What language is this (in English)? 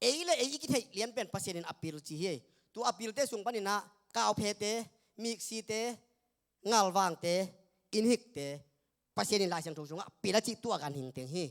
Tedim Chin